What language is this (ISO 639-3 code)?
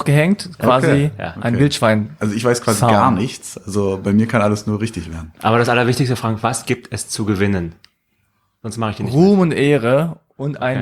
deu